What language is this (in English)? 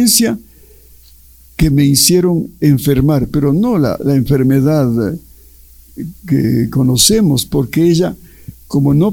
Spanish